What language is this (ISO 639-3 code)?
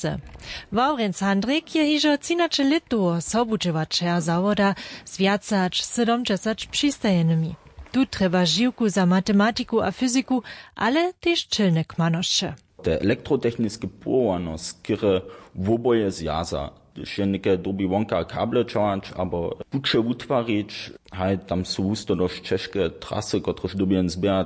hsb